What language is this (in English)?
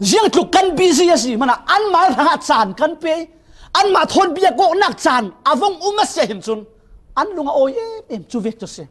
Falam Chin